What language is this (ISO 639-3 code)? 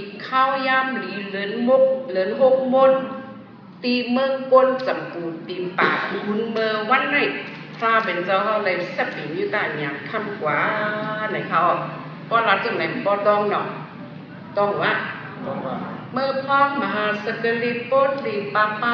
shn